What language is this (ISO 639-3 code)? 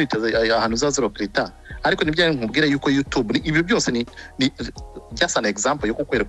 kin